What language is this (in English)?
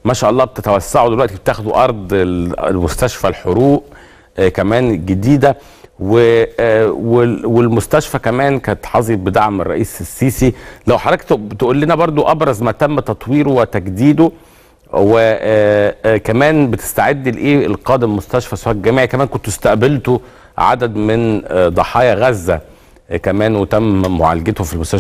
Egyptian Arabic